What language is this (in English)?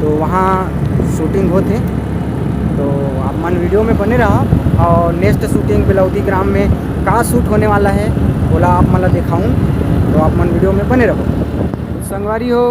Chhattisgarhi